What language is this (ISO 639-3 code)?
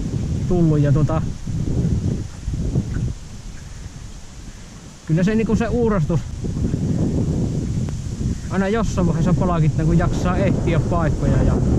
fin